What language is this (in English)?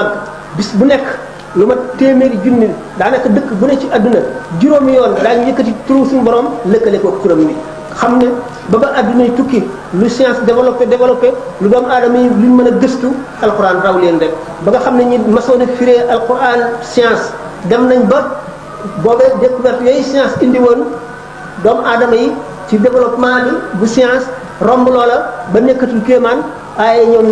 Wolof